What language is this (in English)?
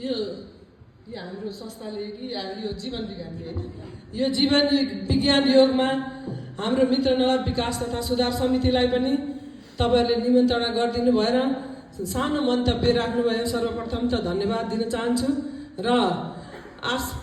Nepali